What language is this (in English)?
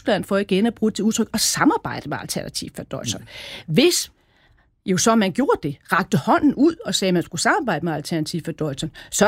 Danish